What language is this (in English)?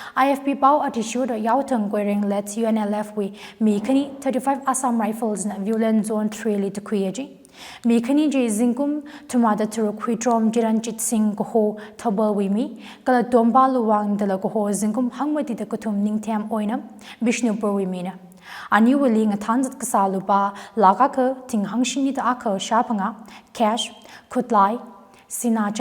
Tangkhul Naga (India)